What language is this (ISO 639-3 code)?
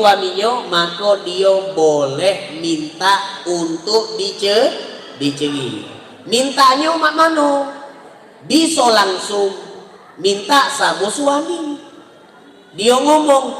mui